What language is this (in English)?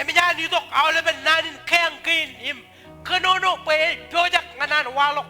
Marshallese